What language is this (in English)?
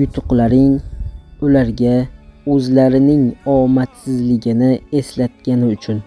Uzbek